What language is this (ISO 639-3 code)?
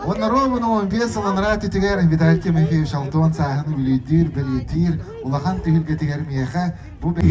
sah